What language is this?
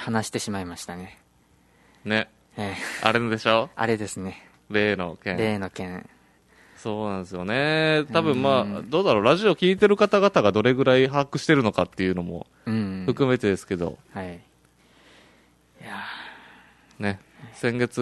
Japanese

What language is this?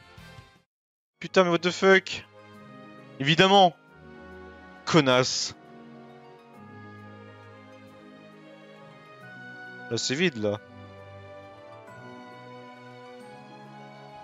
French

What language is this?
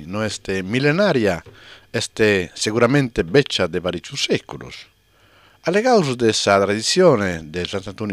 Sardinian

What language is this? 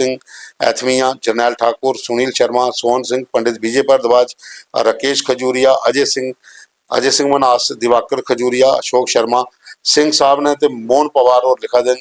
Dogri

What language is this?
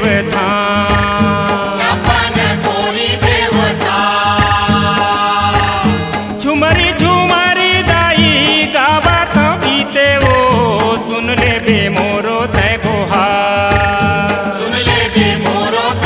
Chhattisgarhi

